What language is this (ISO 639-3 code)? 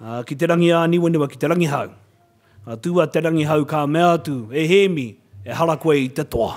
mri